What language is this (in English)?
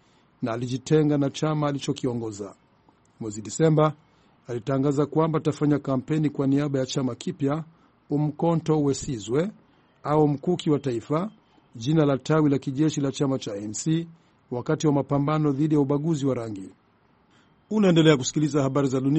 Swahili